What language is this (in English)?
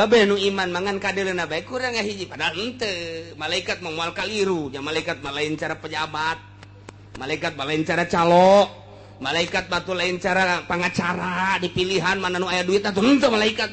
Sundanese